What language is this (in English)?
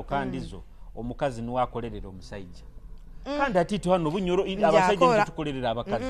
Nyoro